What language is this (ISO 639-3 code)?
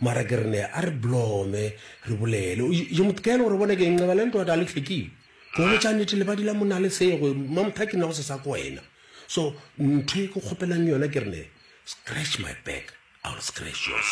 nso